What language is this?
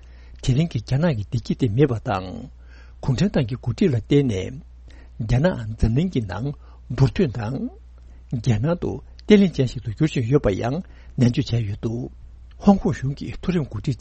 Tibetan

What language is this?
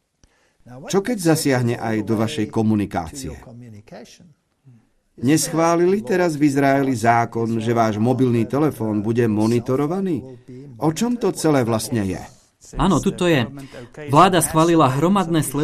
Slovak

